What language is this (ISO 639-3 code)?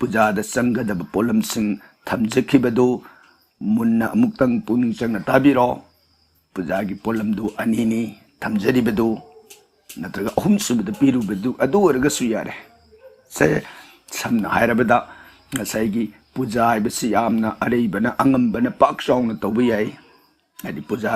mni